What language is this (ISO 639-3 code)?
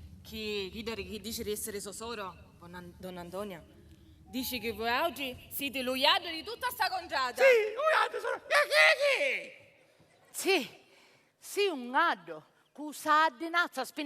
scn